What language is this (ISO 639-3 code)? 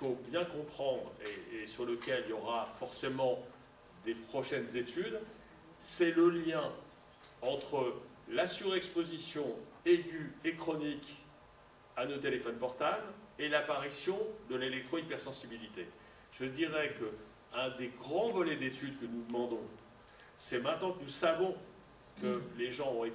fra